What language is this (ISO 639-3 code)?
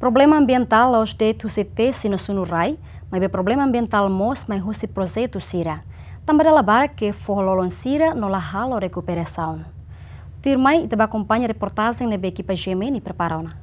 tet